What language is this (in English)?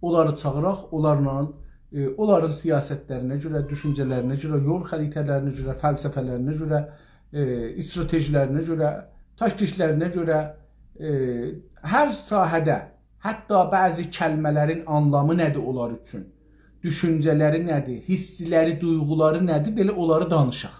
South Azerbaijani